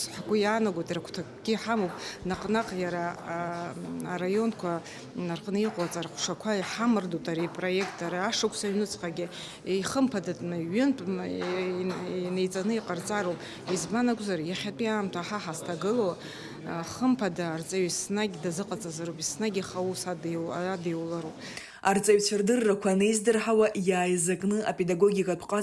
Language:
Abkhazian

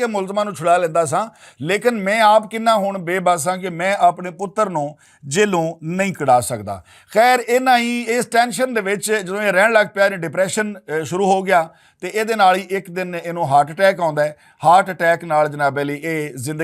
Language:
Western Panjabi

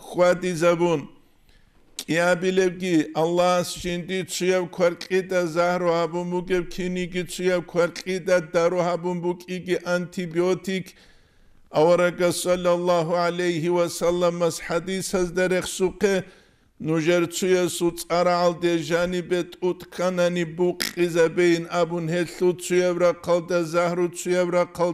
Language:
Avaric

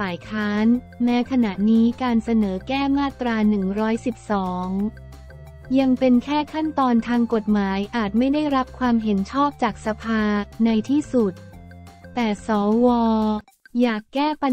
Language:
Thai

